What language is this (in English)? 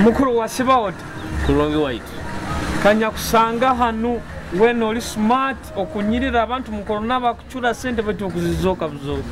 Nyoro